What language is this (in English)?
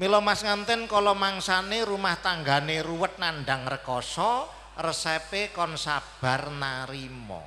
Javanese